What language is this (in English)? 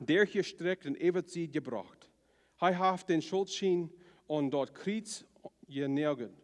Plautdietsch